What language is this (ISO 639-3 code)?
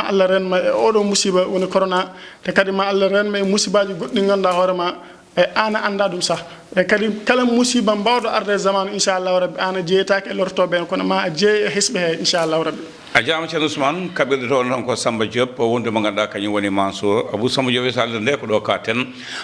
ful